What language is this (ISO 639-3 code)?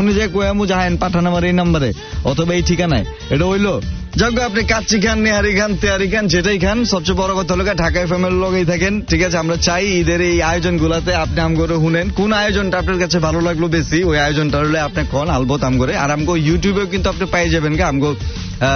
ben